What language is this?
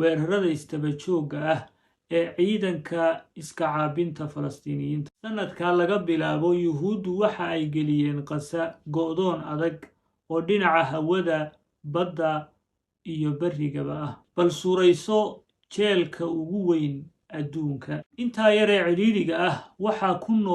Somali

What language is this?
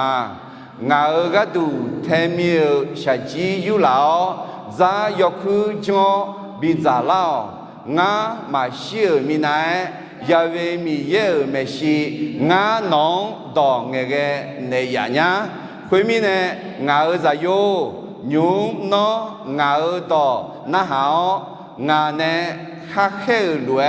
Akha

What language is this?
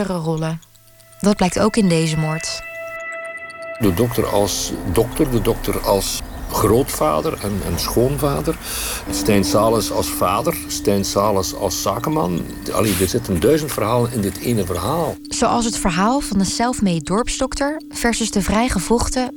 Dutch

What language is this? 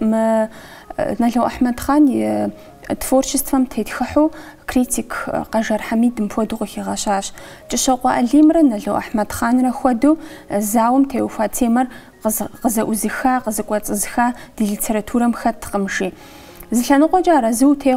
Kabardian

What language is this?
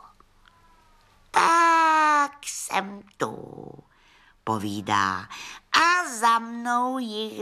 Czech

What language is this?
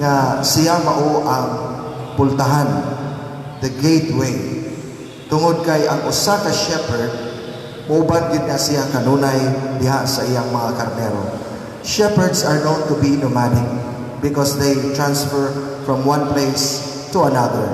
Cebuano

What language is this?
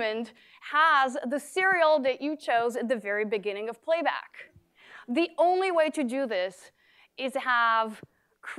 English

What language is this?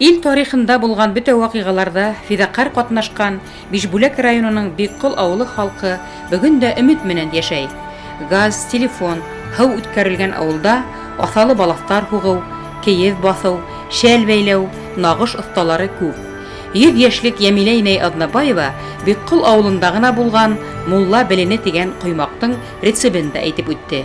Bashkir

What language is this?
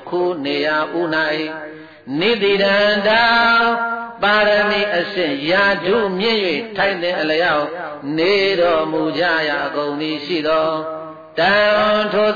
Burmese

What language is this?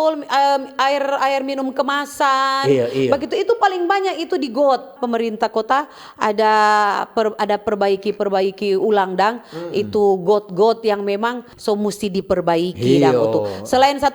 Manado Malay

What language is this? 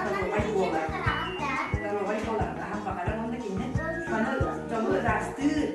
Yakut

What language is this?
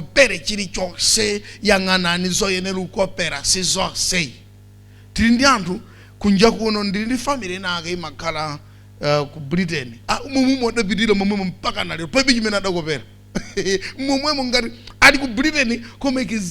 Nyanja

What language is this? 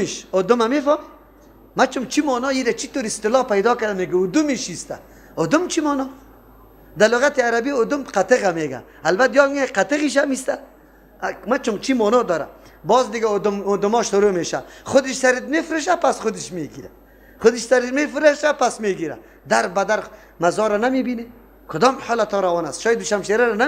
Persian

